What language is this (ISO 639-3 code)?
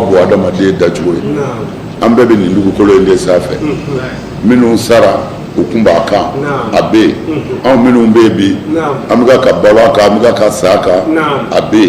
bam